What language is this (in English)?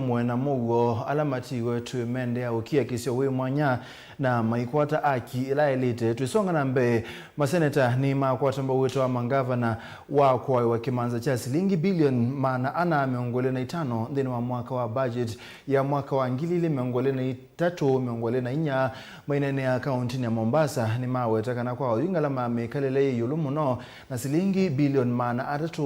Kamba